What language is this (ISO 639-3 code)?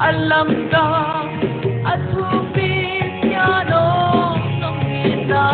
pck